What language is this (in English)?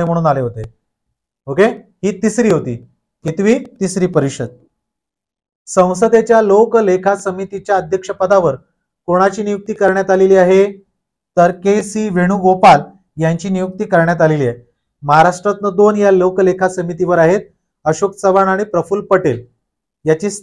Marathi